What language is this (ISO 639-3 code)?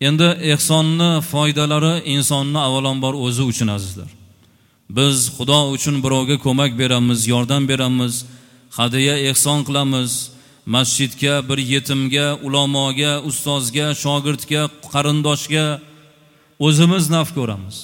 uzb